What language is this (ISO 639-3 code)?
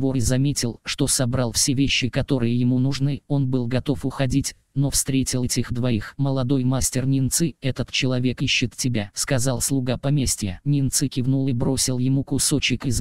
rus